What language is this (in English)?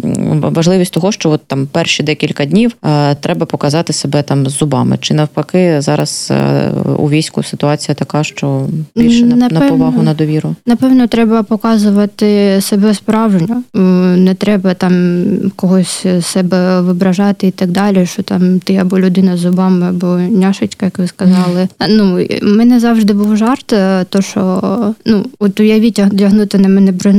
Ukrainian